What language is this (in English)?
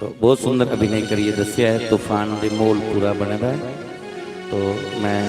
Dogri